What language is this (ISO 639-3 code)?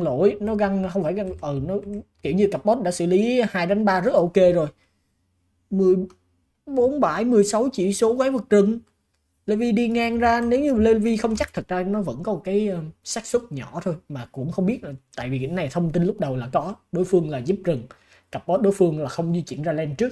vie